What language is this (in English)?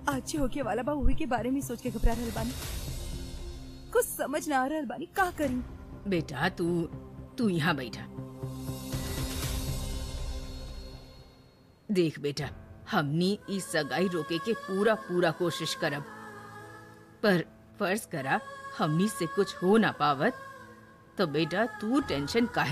Bhojpuri